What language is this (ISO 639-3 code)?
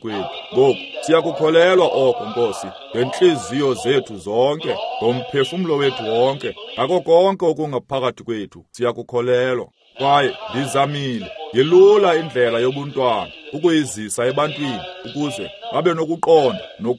xho